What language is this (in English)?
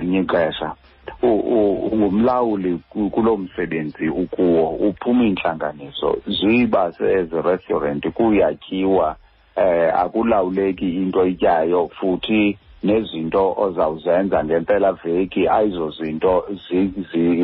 Xhosa